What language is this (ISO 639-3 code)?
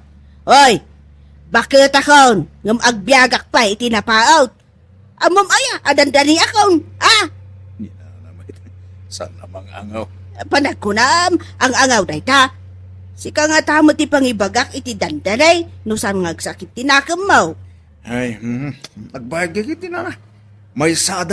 ilo